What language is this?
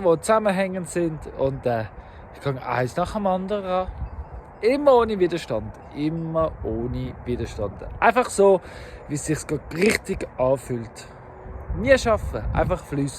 Swiss German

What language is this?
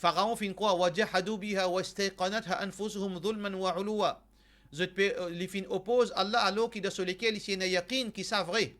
Morisyen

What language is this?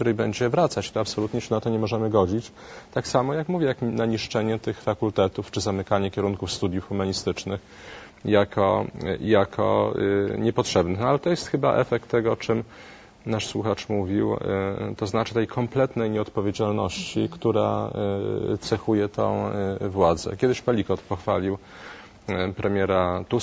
Polish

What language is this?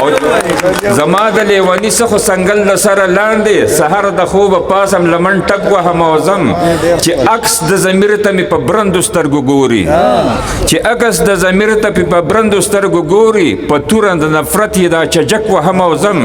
Pashto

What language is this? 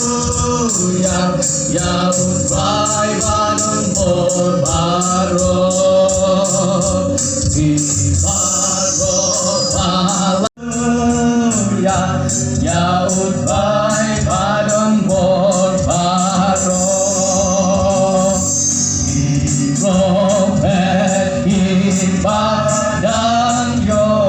Khasi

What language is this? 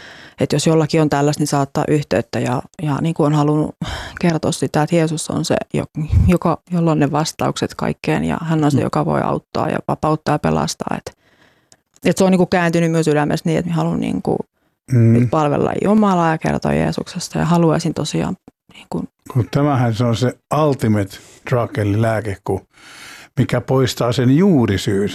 Finnish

